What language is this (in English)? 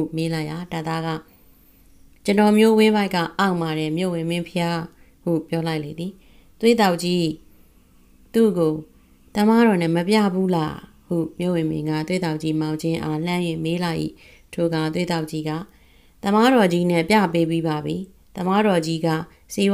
Burmese